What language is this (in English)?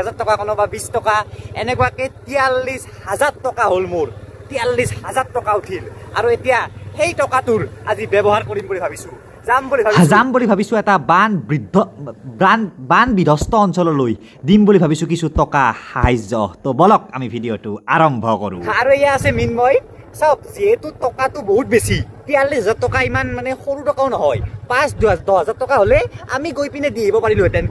Assamese